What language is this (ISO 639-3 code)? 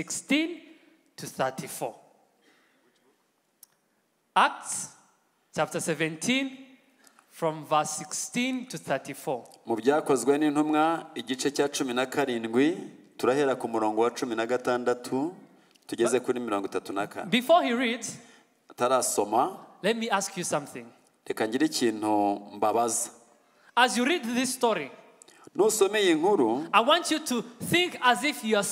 kin